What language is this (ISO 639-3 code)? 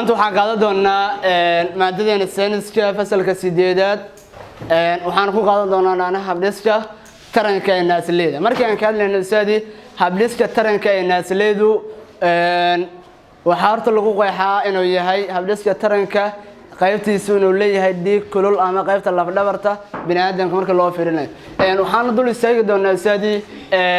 som